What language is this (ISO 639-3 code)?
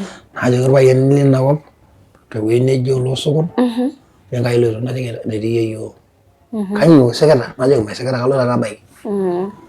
mas